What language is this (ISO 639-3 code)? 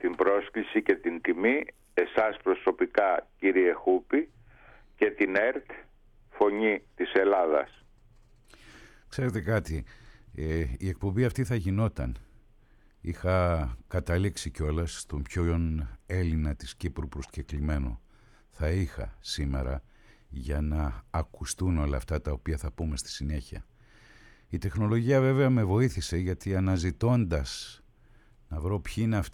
ell